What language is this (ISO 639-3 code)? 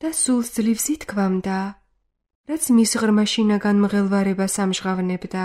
kat